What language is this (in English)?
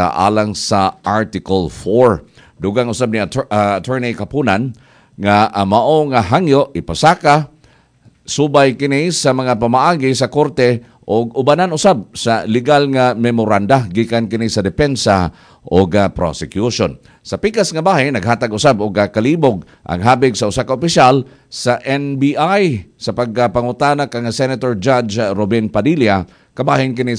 Cebuano